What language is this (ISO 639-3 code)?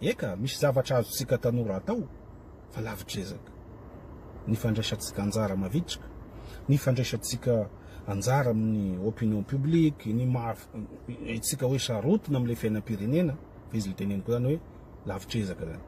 mlg